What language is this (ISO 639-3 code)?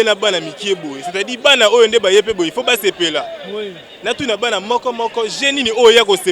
lin